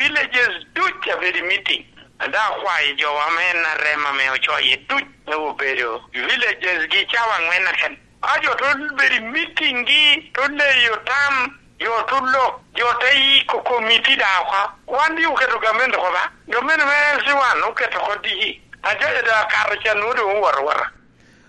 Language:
Lango (Uganda)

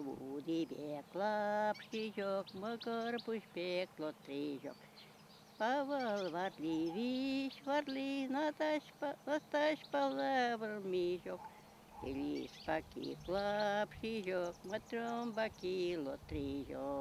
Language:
Chuvash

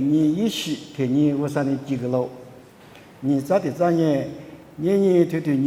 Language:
Lisu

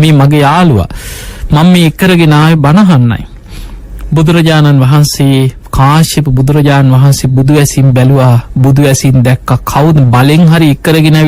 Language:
Sinhala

